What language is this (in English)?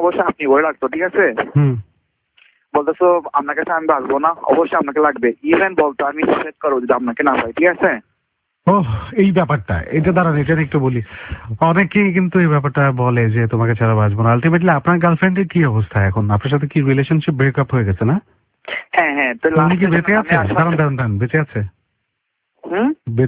Bangla